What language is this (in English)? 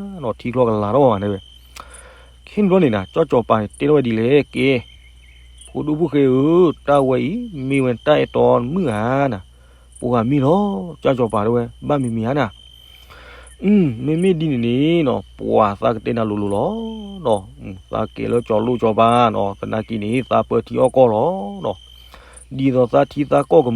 S'gaw Karen